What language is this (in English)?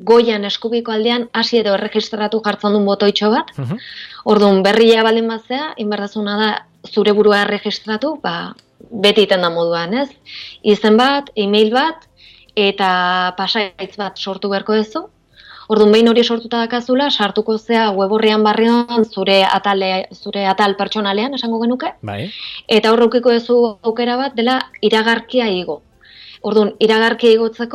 Basque